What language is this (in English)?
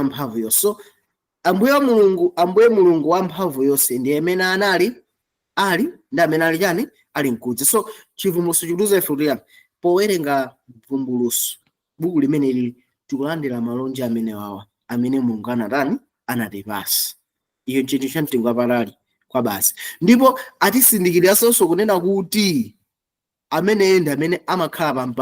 Nyanja